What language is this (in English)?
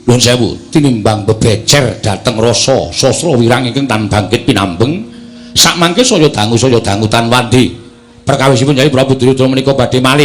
Javanese